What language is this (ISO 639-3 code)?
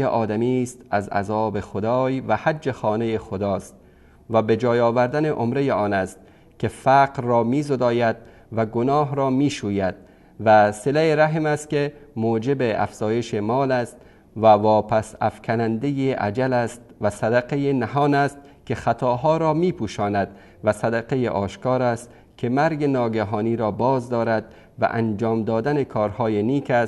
fas